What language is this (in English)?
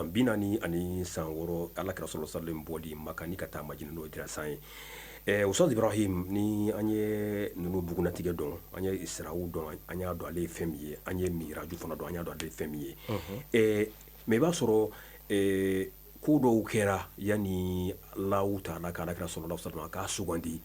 Bambara